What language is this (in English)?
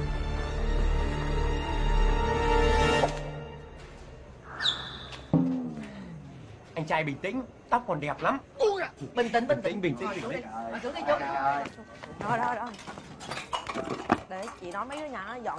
Vietnamese